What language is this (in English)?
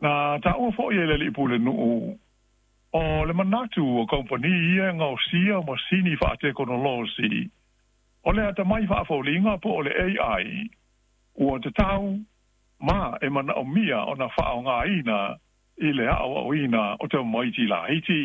Samoan